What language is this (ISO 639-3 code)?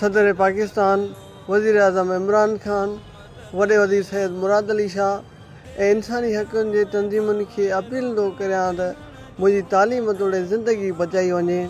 snd